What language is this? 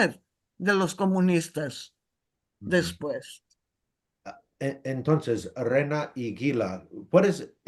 Ladino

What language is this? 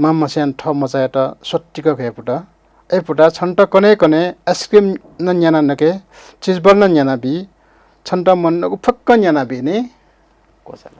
Newari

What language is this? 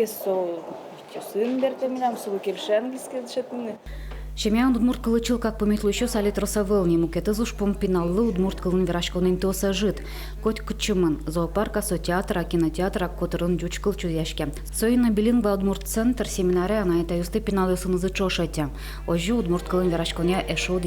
Udmurt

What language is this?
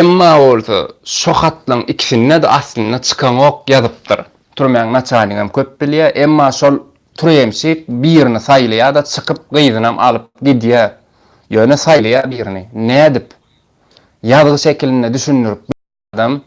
Turkmen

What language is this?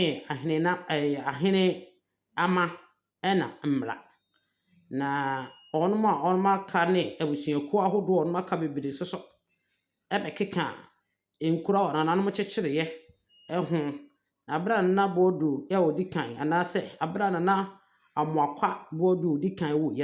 Akan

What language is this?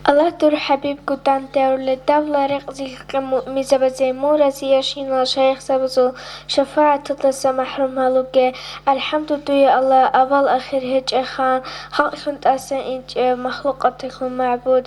Avaric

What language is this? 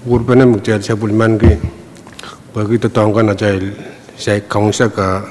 Pohnpeian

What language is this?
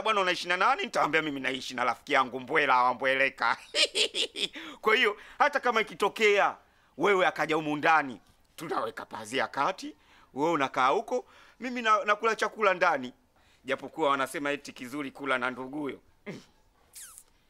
Swahili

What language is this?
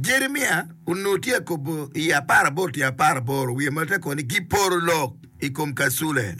Acoli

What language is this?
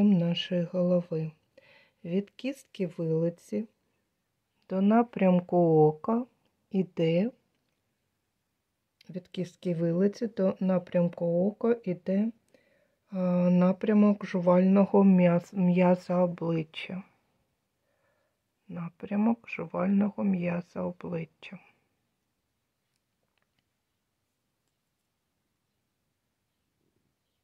Ukrainian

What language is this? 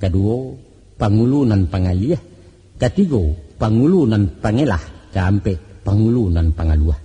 Minangkabau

